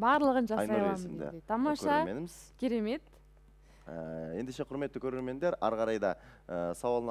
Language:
Kazakh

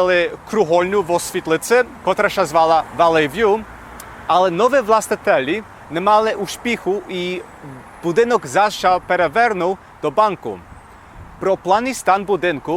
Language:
Rusyn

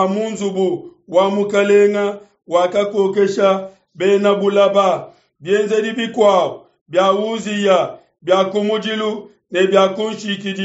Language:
Luba-Lulua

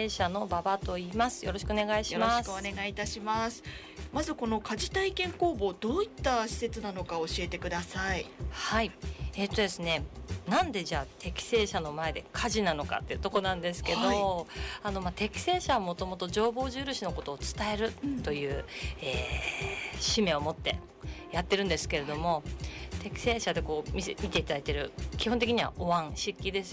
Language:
Japanese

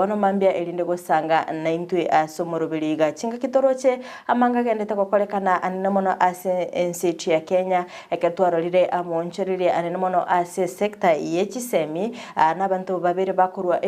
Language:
Gusii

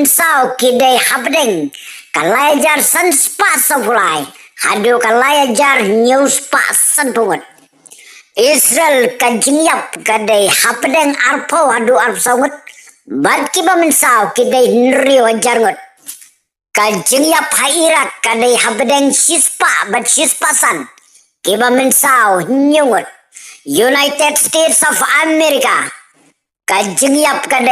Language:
Khasi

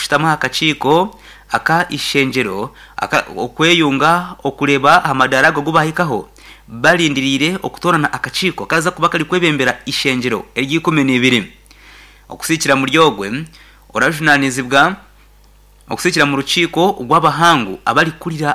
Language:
Nyankole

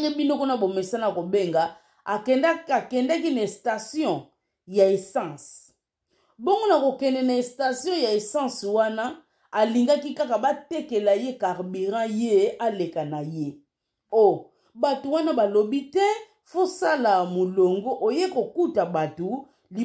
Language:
Lingala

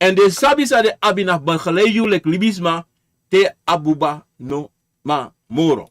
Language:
Sranan Tongo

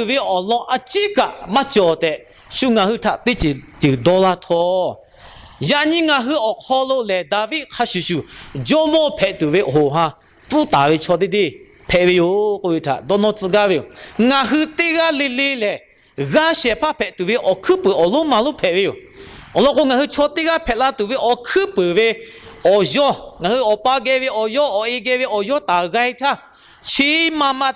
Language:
Lahu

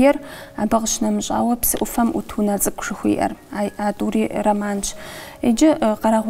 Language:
Kabardian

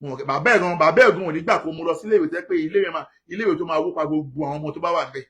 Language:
Yoruba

